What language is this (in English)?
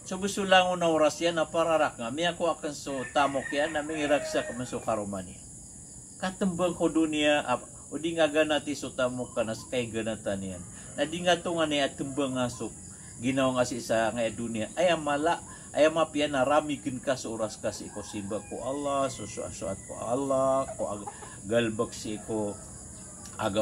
Maranao